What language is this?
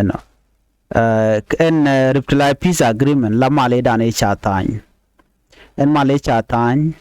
Nuer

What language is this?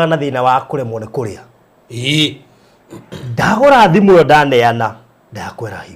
Kikuyu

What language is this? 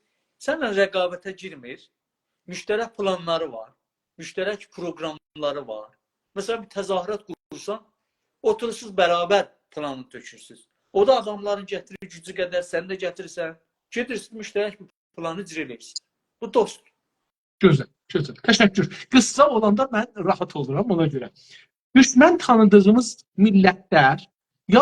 South Azerbaijani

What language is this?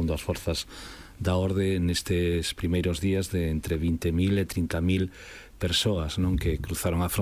Galician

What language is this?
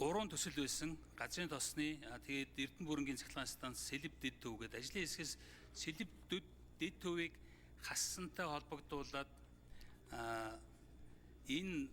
Mongolian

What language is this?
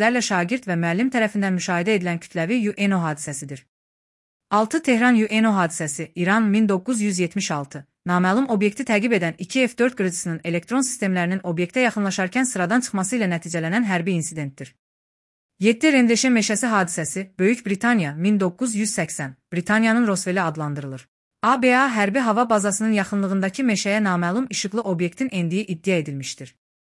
Azerbaijani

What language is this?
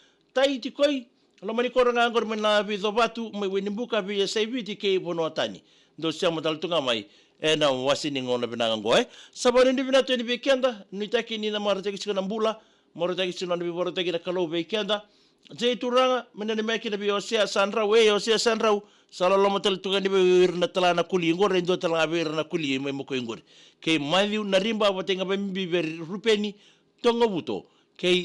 Fijian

